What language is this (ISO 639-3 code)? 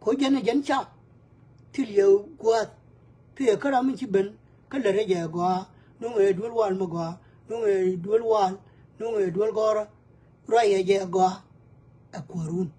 nus